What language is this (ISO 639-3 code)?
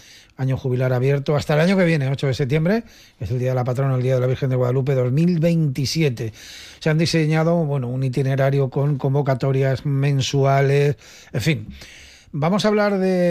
spa